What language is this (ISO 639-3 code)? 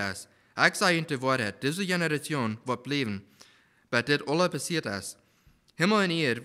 pdt